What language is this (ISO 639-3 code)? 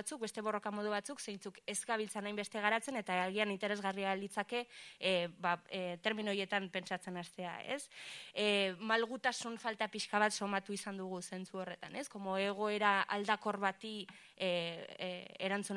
eus